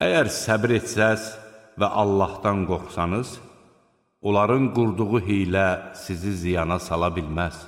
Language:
Azerbaijani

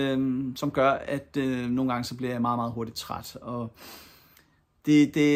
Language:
Danish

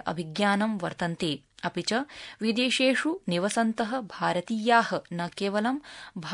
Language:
Sanskrit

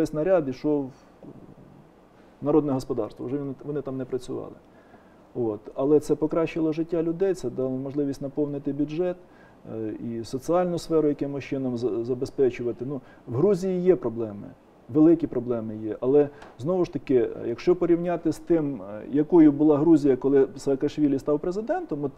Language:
Ukrainian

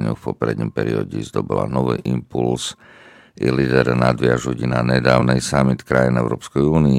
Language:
Slovak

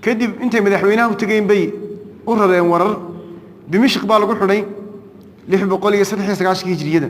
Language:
Somali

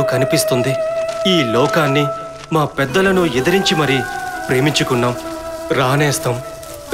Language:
Telugu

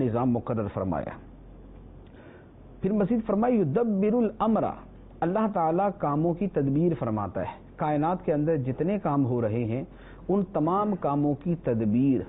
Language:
Urdu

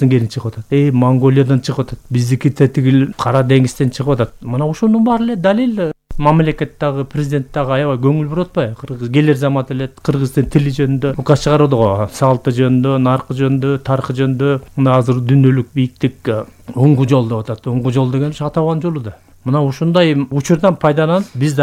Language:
Kyrgyz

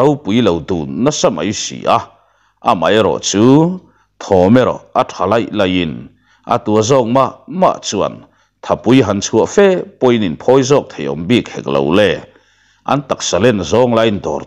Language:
Mizo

